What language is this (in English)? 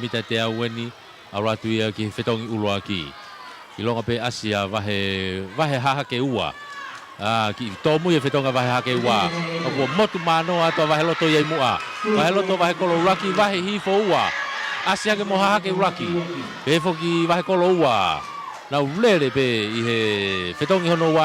Tongan